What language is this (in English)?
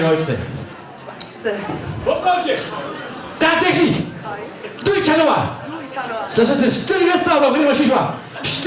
Upper Sorbian